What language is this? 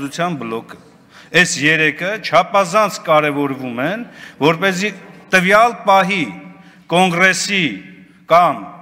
Armenian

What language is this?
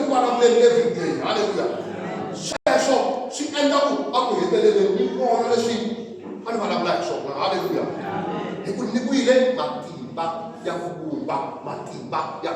Tsonga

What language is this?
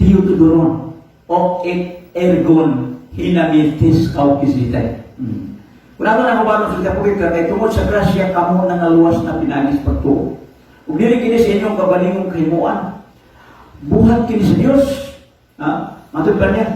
Cebuano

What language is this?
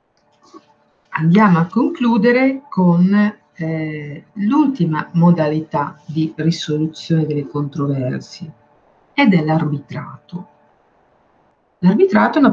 Italian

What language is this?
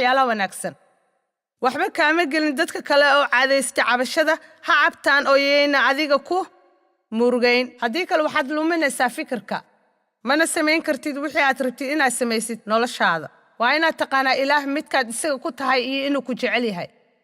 Somali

